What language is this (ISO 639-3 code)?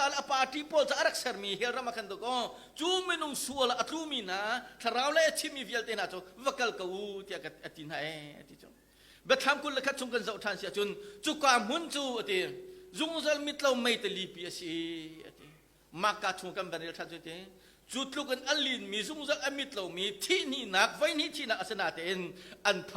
cnh